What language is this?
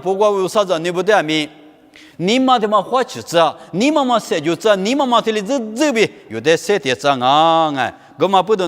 Lisu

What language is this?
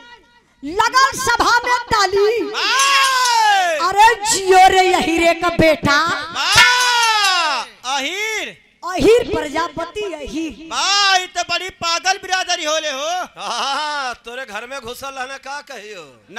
Bhojpuri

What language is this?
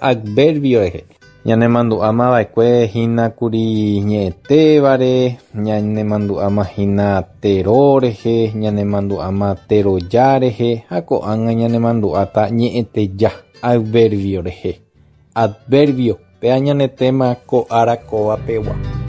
Guarani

